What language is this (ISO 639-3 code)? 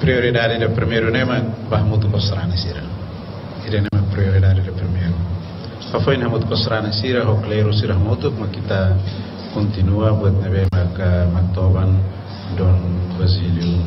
tet